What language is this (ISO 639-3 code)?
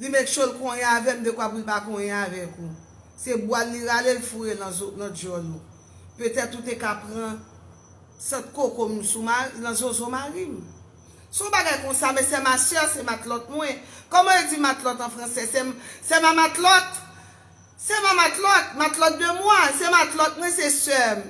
hat